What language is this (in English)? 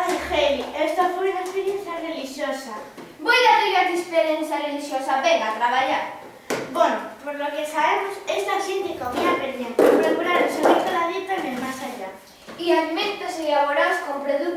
Asturian